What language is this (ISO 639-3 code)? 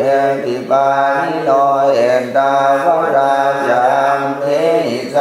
pli